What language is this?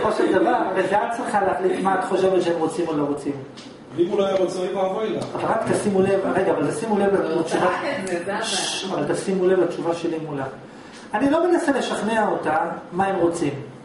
Hebrew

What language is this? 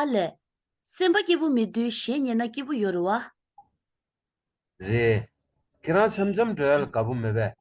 Tibetan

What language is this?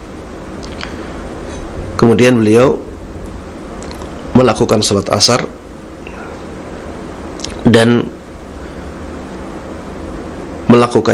Indonesian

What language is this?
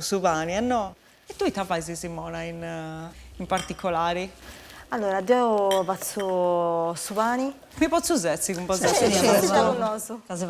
Sardinian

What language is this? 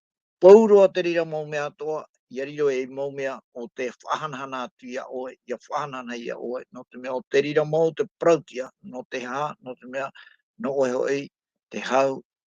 Tahitian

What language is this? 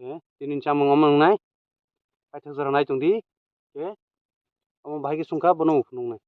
Kok Borok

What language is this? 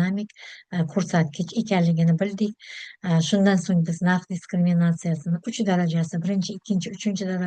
Uzbek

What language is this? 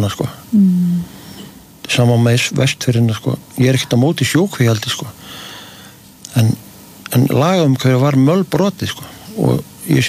Icelandic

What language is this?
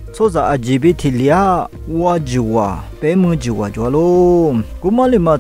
Lisu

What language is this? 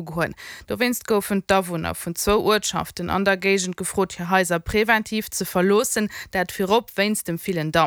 Luxembourgish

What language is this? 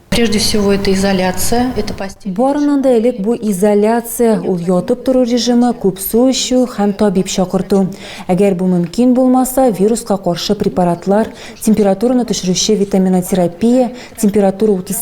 Tatar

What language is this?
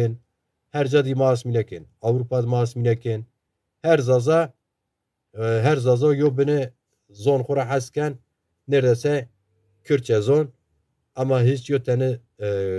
Zaza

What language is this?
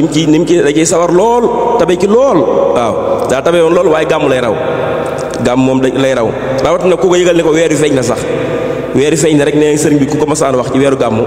Wolof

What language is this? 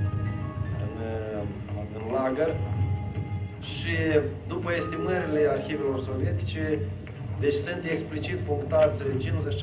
Romanian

